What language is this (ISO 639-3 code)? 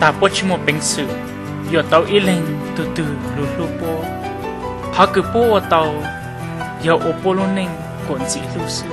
hmn